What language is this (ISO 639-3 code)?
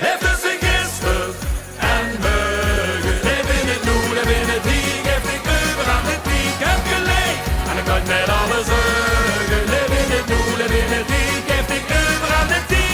lim